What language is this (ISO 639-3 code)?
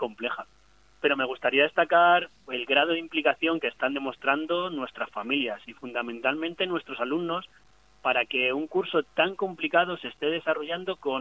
spa